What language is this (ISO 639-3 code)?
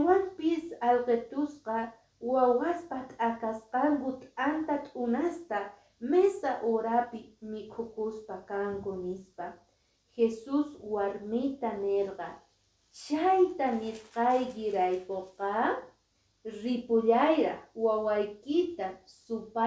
que